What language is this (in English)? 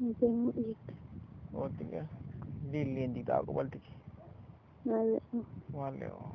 Tzotzil